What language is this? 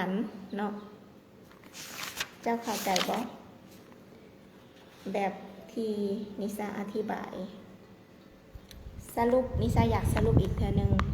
Lao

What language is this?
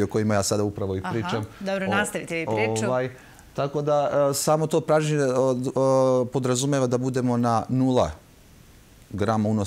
Serbian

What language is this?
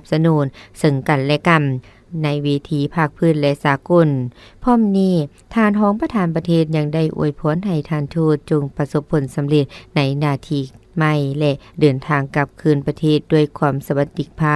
Lao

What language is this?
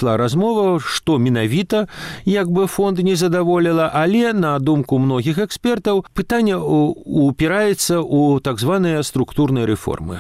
Belarusian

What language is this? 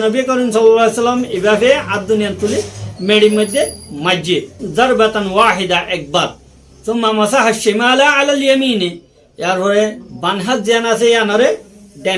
Rohingya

